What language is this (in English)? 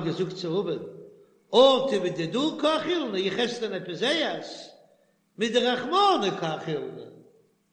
Yiddish